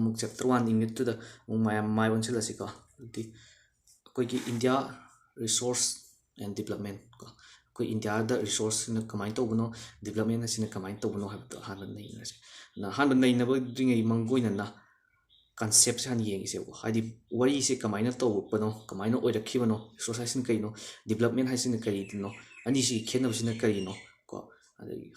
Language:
Manipuri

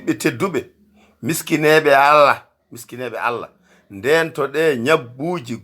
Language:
Fula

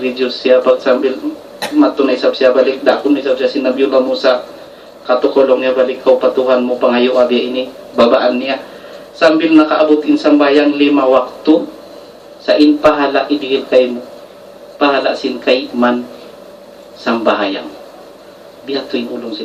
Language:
Tausug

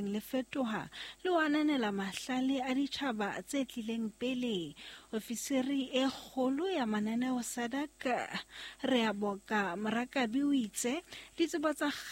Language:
Southern Sotho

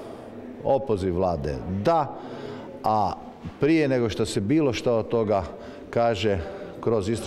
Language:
Croatian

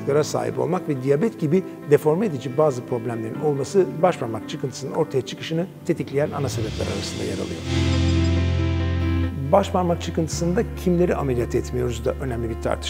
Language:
Turkish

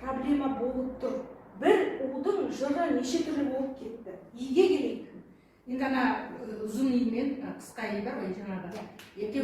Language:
Kazakh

